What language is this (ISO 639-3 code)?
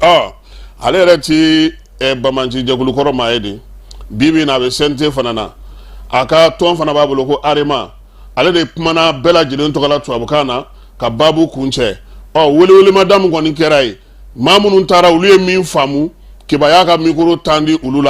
bam